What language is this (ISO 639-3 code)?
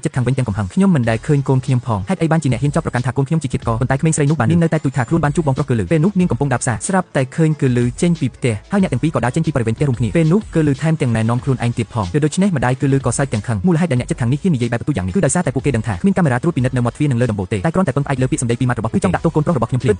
khm